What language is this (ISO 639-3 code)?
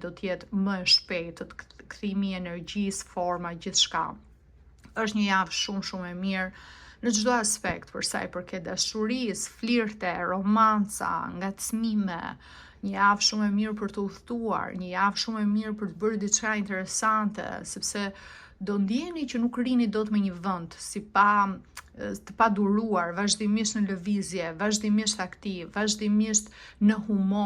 sqi